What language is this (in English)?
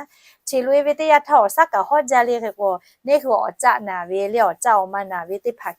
Lahu